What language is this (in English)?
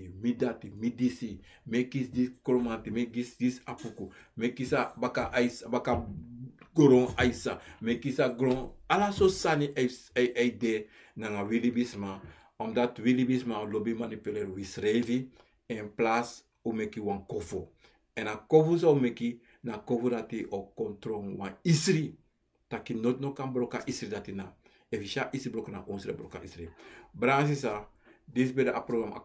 Sranan Tongo